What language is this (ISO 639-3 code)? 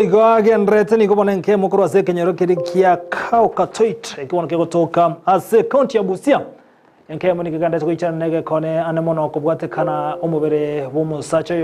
guz